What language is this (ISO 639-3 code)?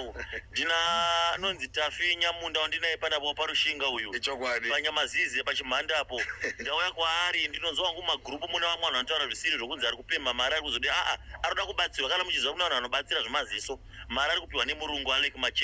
sna